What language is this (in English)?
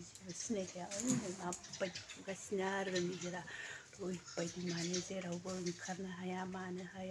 Bodo